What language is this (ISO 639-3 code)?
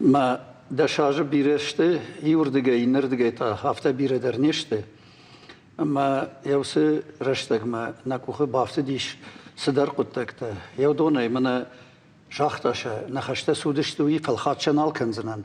oss